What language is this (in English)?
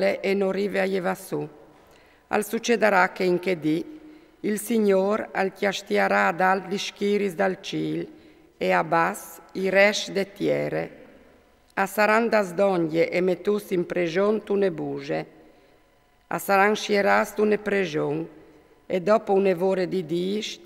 Friulian